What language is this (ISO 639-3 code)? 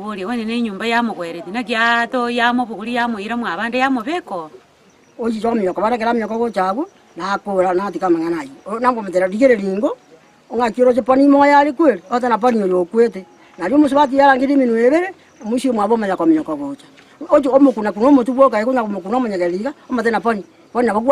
guz